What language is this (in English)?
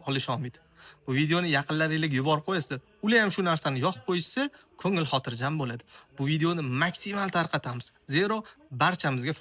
Uzbek